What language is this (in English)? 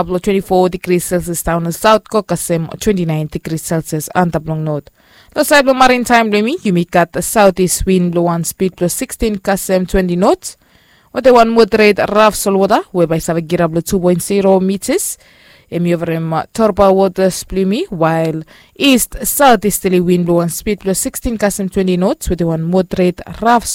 Bislama